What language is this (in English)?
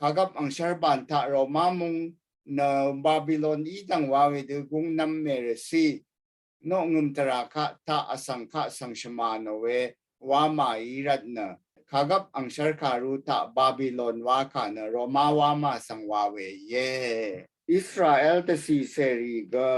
Rawang